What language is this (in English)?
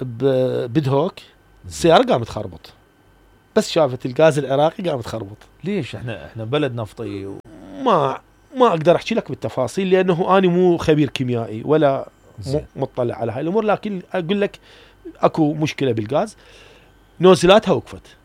Mesopotamian Arabic